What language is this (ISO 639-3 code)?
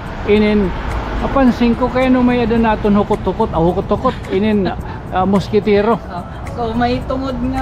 war